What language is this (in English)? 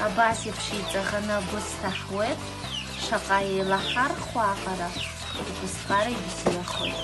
Abkhazian